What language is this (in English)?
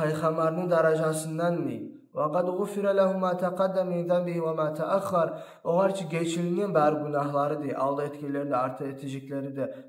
Kumyk